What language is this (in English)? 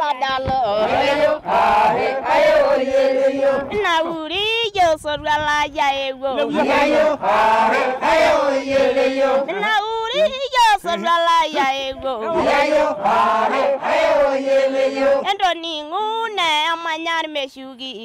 Masai